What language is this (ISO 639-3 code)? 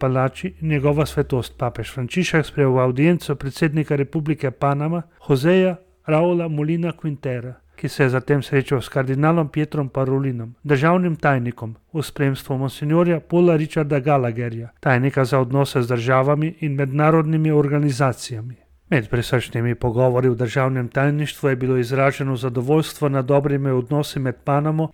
slv